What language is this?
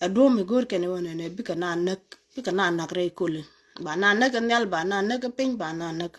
Nuer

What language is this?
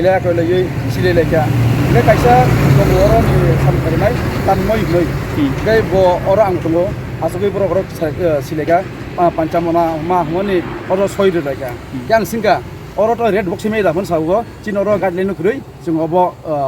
Kok Borok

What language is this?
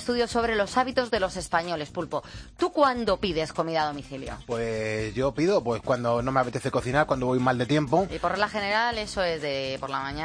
Spanish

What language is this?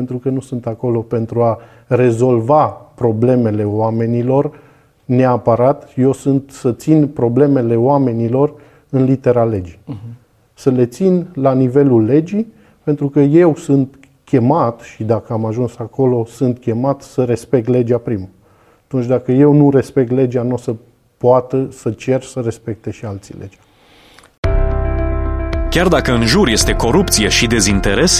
Romanian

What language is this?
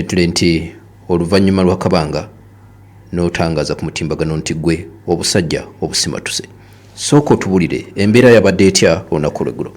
Ganda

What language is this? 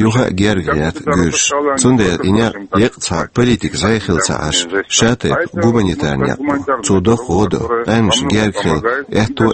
Chechen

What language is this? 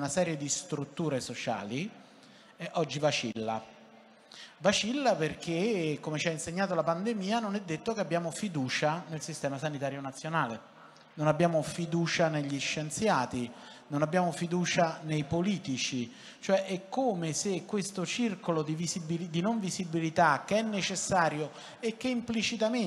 Italian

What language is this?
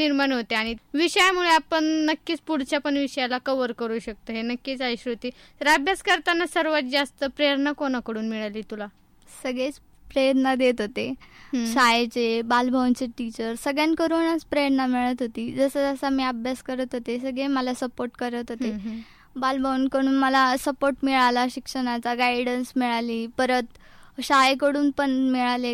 Marathi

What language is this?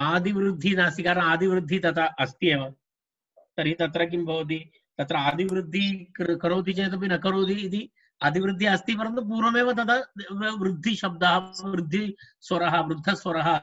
Sanskrit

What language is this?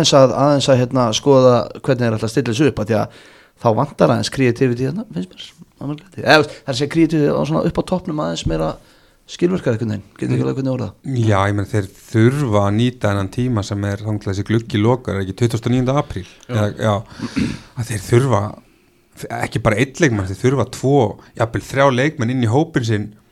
Icelandic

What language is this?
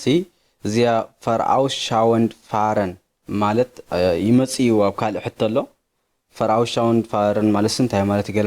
Tigrinya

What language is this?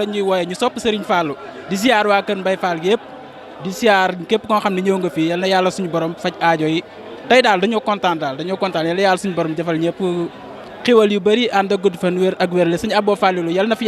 Wolof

